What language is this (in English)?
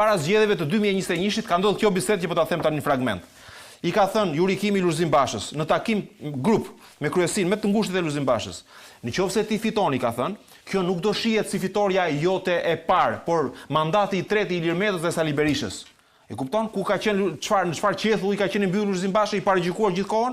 Albanian